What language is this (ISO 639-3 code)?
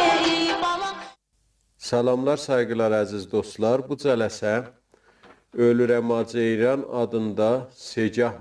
azb